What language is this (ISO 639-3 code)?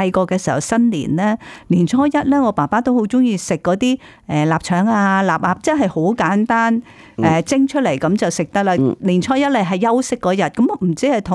yue